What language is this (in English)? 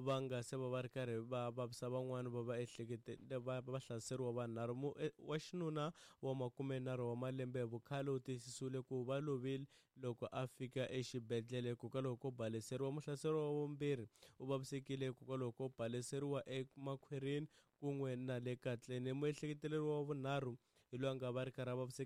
Tsonga